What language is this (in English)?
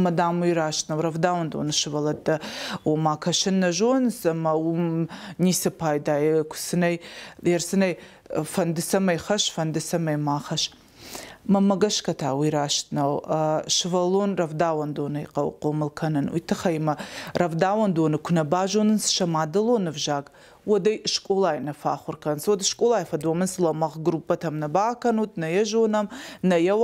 Ossetic